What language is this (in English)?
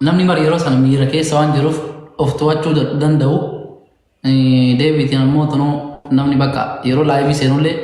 Oromo